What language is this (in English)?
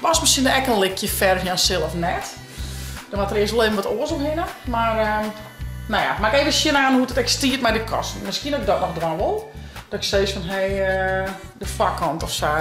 Western Frisian